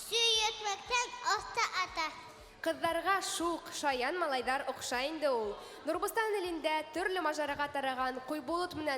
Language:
Bashkir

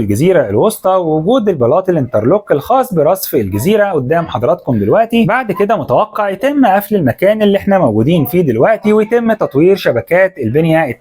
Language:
Egyptian Arabic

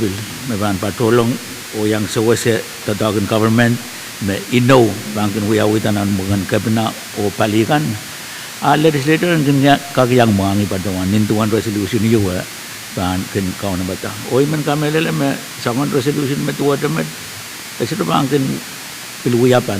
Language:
Pohnpeian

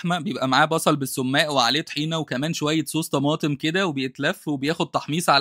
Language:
Egyptian Arabic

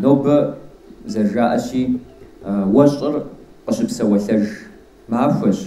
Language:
Kabardian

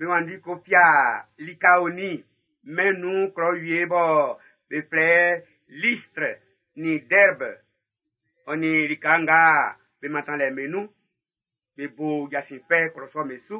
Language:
Baoulé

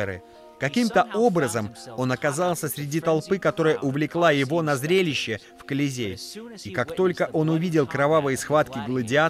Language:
Russian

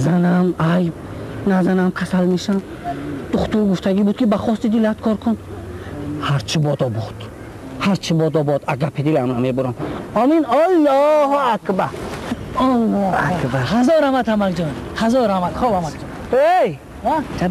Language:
Tajik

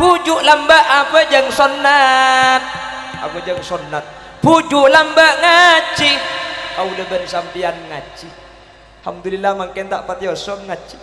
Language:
Madurese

